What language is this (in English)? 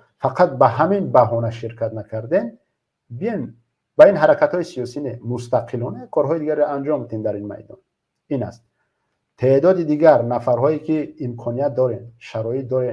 Tajik